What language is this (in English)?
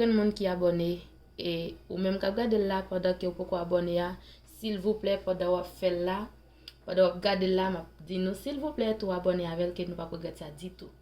Haitian Creole